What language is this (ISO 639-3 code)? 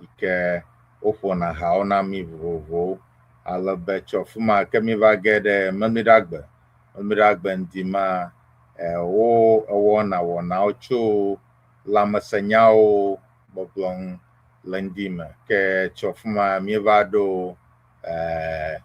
ewe